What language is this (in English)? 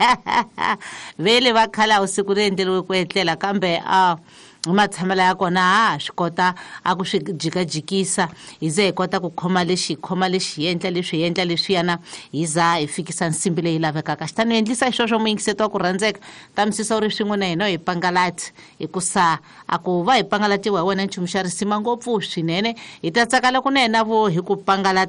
Tsonga